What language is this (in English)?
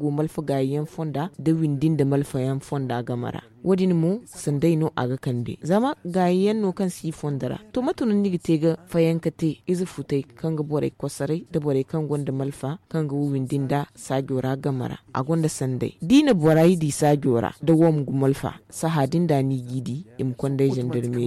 Zarma